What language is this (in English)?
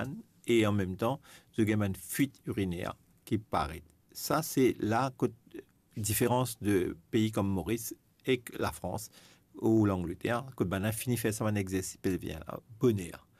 Morisyen